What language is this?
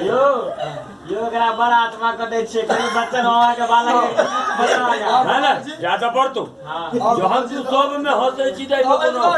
Maithili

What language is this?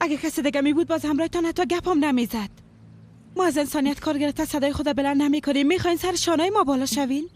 Persian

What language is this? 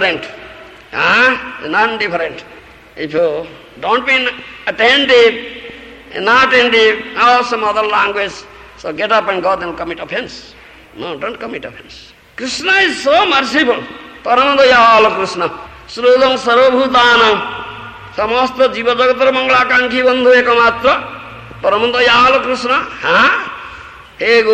Odia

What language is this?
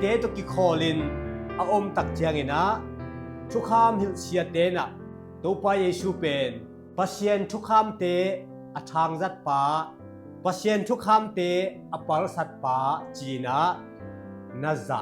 Tedim Chin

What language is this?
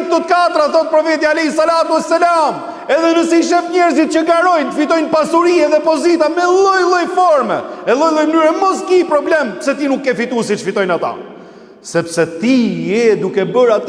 Albanian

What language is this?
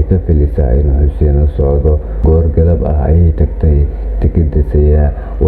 Somali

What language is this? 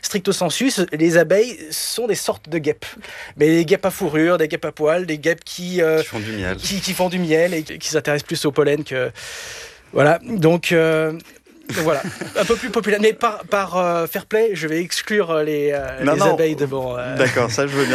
French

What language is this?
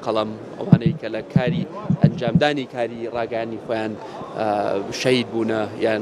Central Kurdish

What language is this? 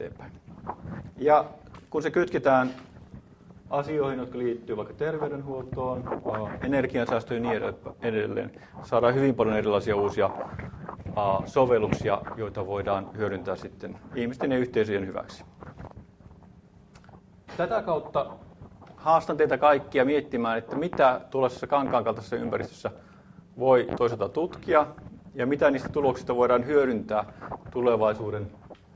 Finnish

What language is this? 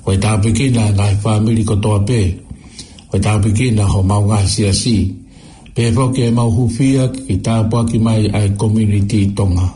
Tongan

